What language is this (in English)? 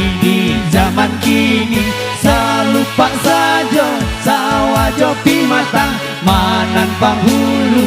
Minangkabau